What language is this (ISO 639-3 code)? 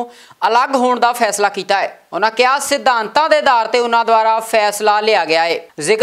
pan